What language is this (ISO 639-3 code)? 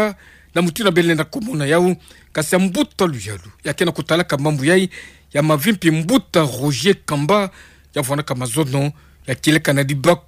ktu